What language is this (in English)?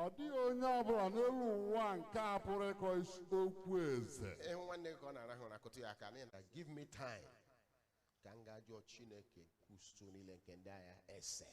Igbo